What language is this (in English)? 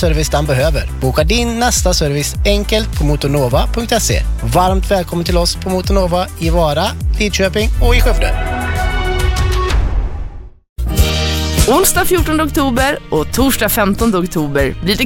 Swedish